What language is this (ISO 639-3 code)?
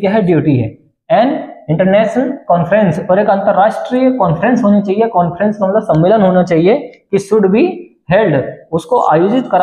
hin